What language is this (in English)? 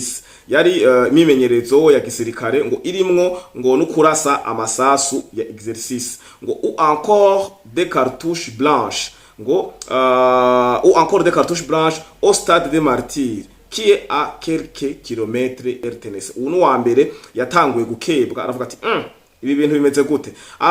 Rundi